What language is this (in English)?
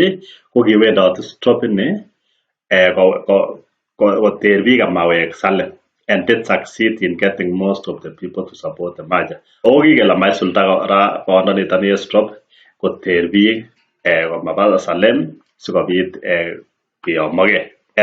Kalenjin